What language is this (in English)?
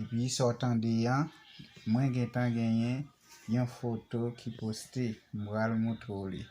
Haitian Creole